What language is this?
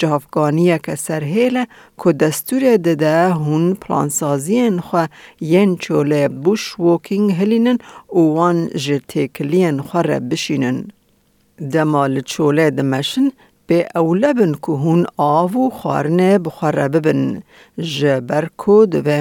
Kurdish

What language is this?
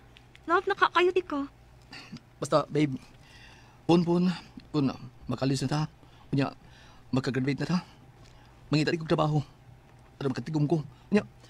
Cebuano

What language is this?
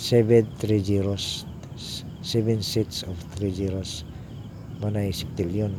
Cebuano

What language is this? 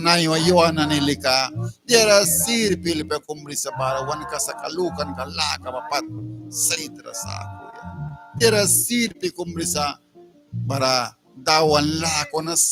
Mískito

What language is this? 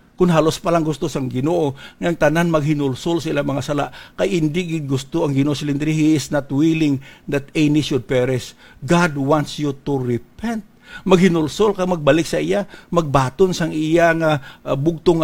Hiligaynon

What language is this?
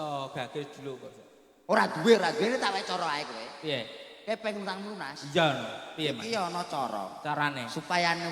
Javanese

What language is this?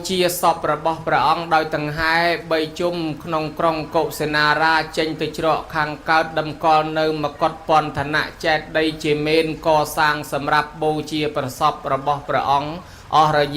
Khmer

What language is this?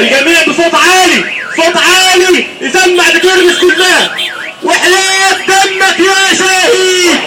Egyptian Arabic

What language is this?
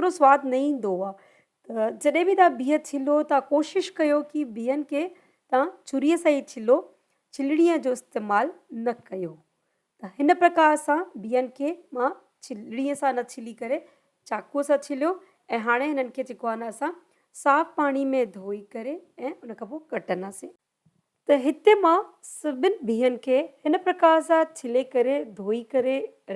Sindhi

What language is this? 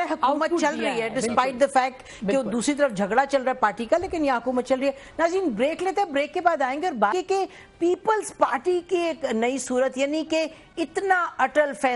Urdu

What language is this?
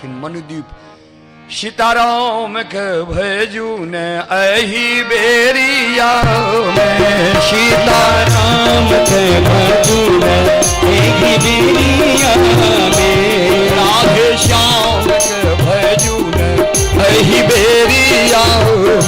Maithili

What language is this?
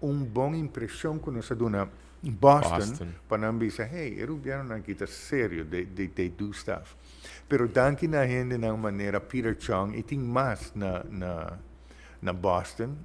Papiamento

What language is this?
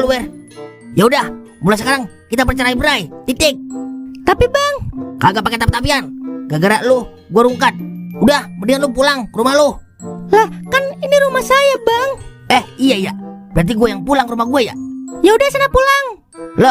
Betawi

